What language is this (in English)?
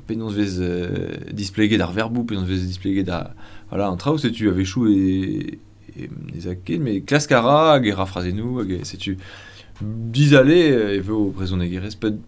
Breton